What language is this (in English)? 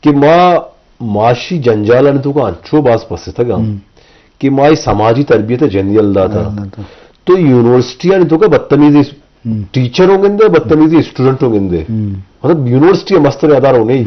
Eastern Balochi